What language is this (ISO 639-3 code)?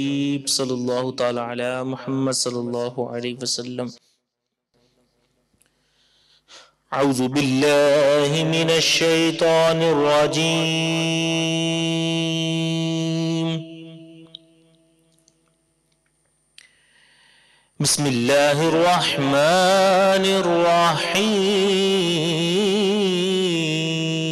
urd